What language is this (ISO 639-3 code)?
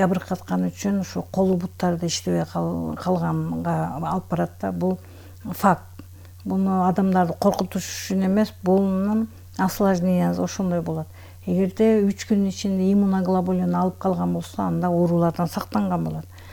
kir